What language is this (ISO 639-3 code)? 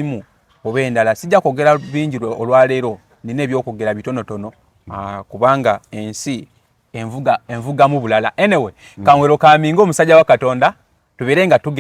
lug